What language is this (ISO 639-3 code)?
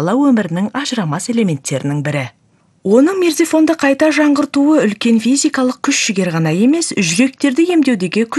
kaz